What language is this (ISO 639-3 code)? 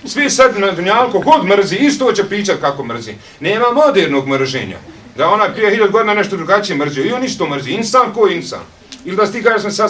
bos